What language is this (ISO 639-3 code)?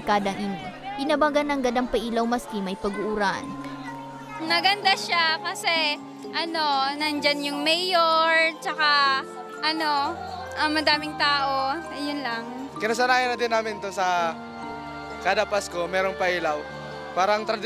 bik